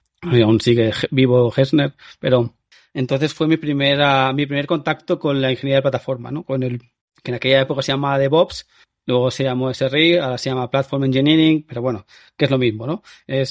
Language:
Spanish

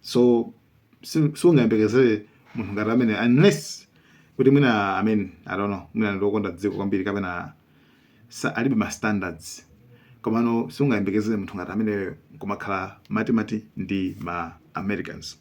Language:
Nyanja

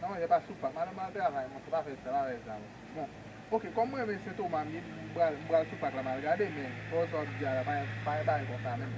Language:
Haitian Creole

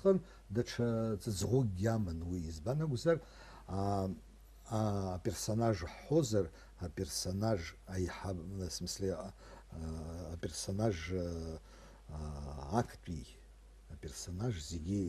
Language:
Abkhazian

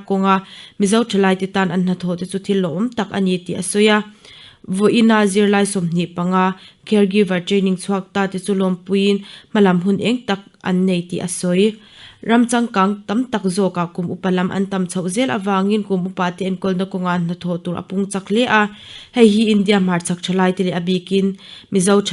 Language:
Mizo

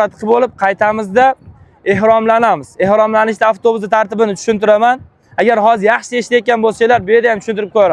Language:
Uzbek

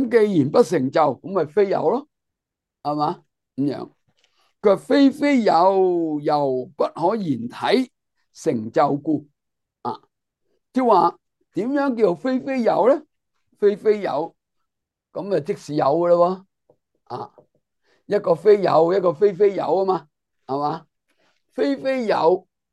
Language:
Cantonese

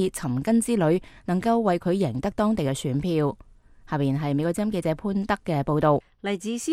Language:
Cantonese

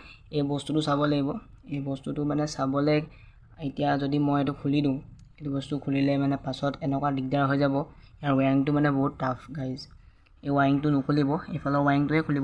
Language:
Assamese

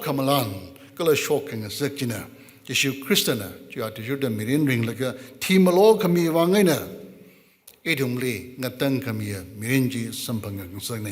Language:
Tangkhul Naga (India)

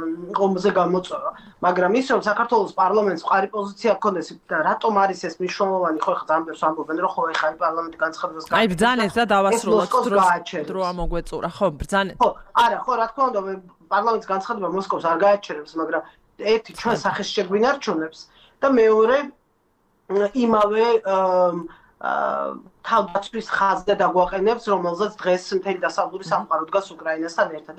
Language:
Georgian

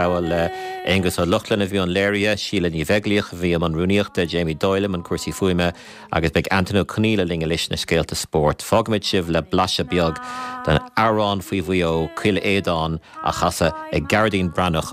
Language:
Irish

